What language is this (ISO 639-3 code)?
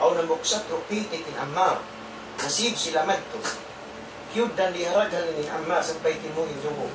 tsg